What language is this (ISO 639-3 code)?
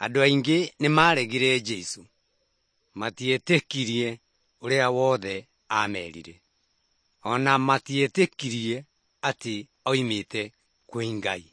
kik